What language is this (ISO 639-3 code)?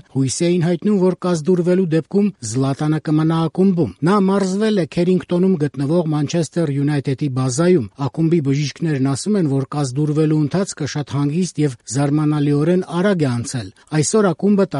hye